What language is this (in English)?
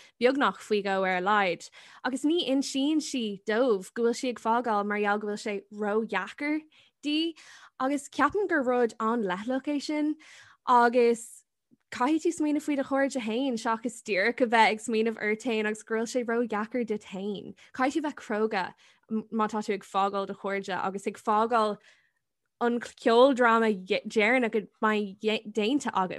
Irish